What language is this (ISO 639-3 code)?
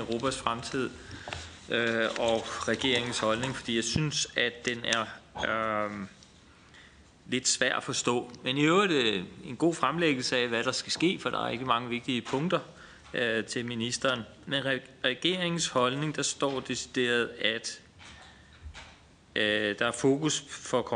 dan